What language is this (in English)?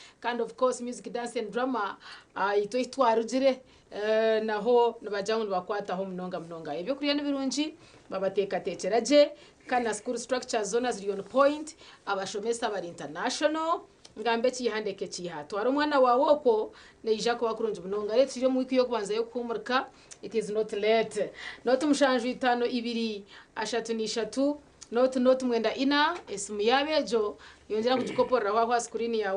Nyankole